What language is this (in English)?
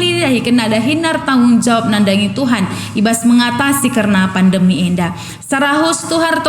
Batak Karo